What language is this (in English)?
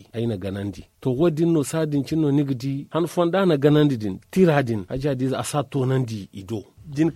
Zarma